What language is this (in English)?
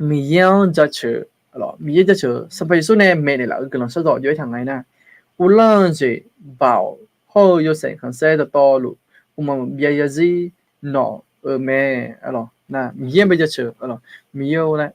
Akha